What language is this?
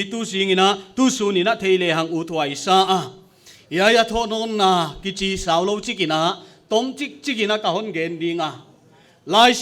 Paite Chin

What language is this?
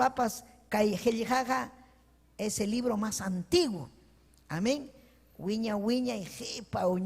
Ayacucho Quechua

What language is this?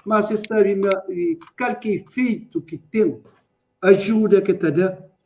Kabuverdianu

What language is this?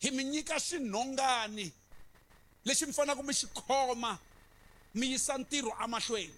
Tsonga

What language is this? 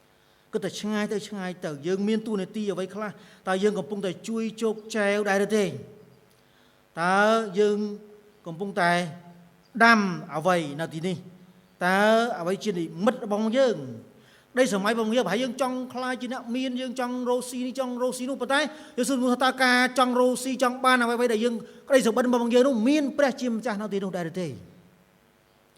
Khmer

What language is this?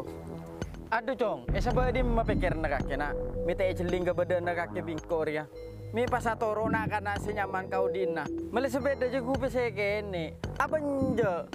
Madurese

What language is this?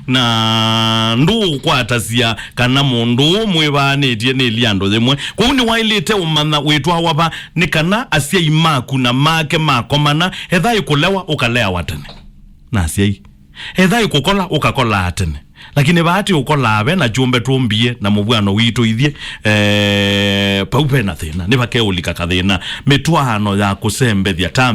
Kamba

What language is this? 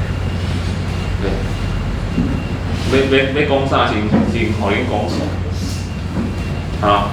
Min Nan Chinese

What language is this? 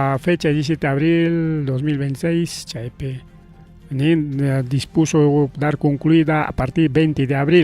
Ayacucho Quechua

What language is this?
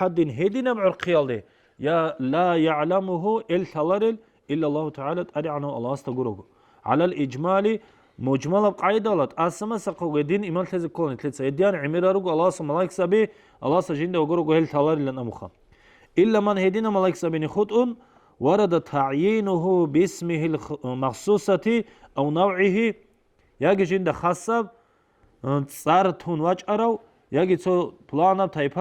Avaric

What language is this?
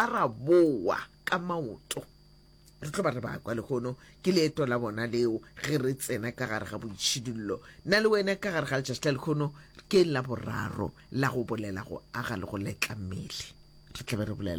Northern Sotho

